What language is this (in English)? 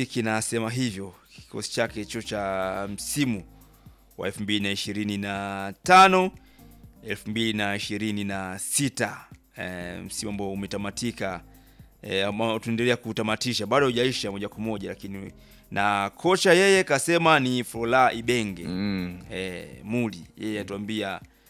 Swahili